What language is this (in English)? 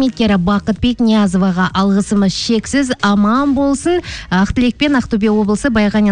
Kazakh